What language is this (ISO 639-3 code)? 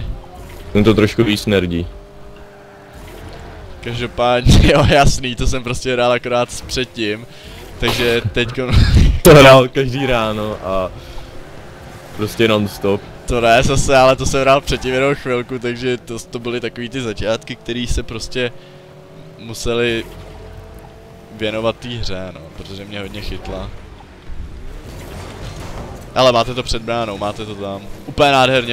ces